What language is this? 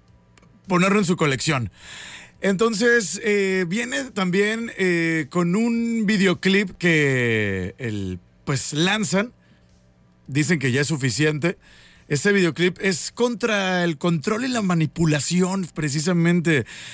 Spanish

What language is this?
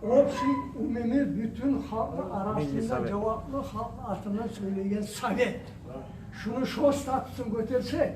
Kumyk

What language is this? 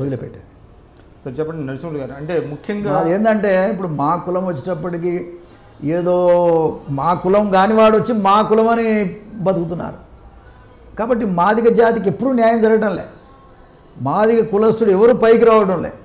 Telugu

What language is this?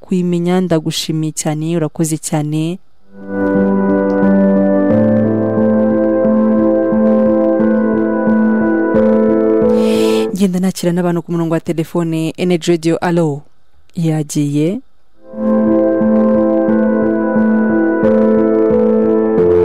Kinyarwanda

